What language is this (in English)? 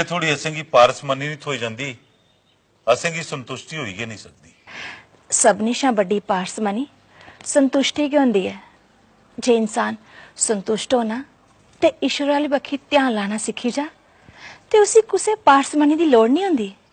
Dogri